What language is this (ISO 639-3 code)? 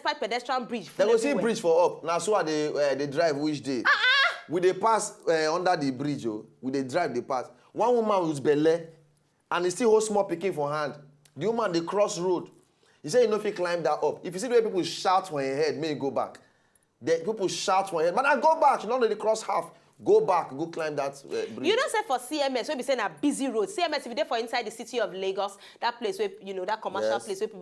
pcm